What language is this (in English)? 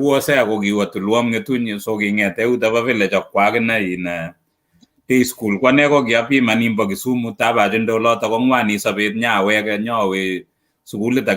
Kalenjin